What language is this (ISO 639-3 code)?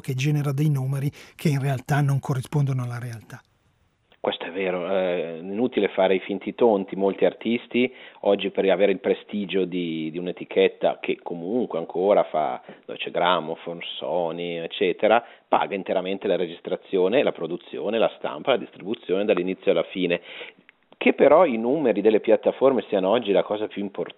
ita